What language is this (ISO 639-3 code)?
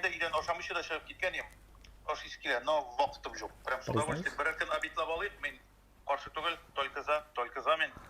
tat